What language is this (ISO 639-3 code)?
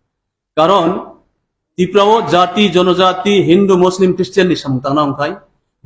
trp